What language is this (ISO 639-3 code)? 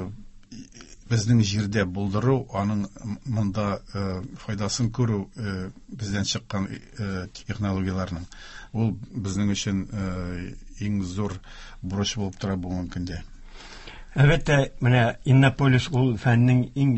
tat